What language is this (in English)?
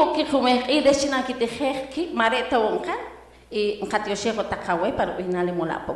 Poqomchi'